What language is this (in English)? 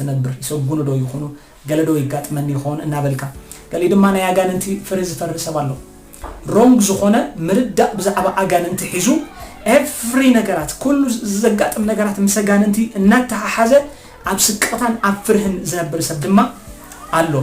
Tigrinya